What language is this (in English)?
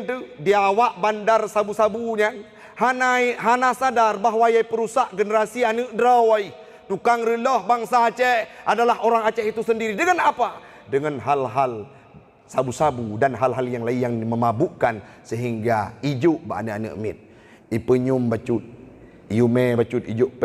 Achinese